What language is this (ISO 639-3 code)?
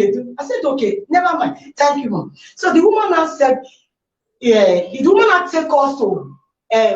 pcm